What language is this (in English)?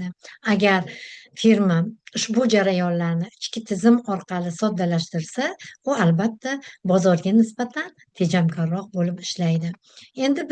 Uzbek